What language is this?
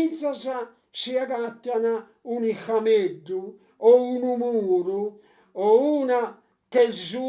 Sardinian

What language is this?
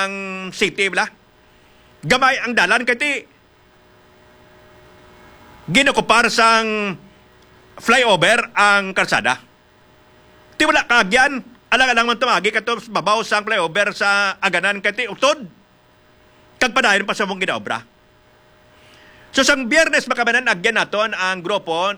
Hiligaynon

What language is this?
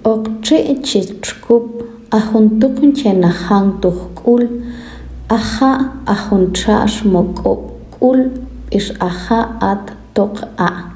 Tektiteko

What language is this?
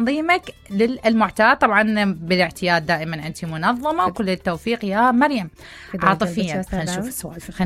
Mesopotamian Arabic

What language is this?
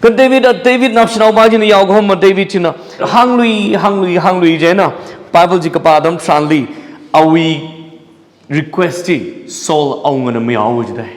Tangkhul Naga (India)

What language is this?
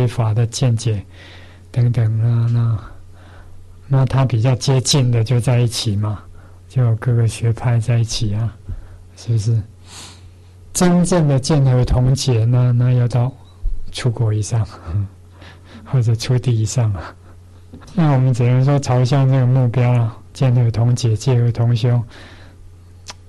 Chinese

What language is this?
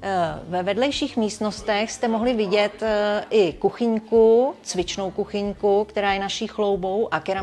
Czech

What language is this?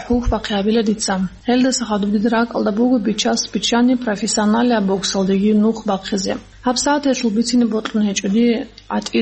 Avaric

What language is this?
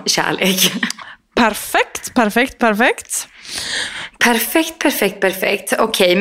Swedish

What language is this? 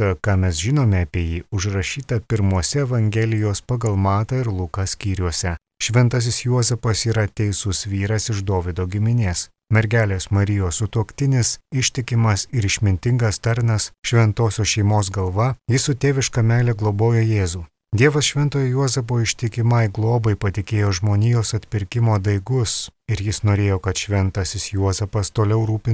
Lithuanian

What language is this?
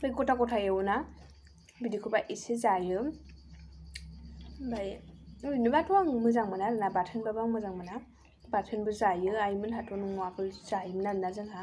Bodo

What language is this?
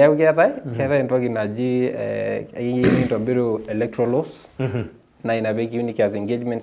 Masai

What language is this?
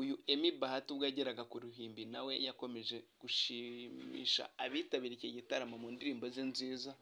Kinyarwanda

